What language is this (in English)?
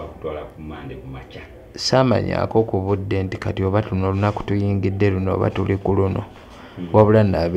Ganda